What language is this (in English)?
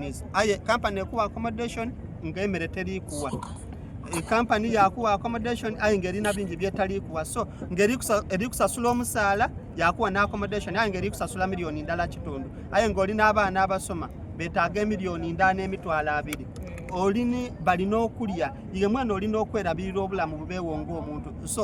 Soga